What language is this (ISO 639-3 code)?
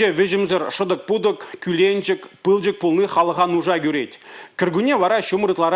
chv